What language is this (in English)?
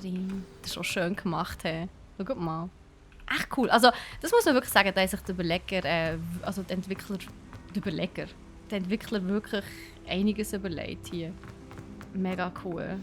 Swiss German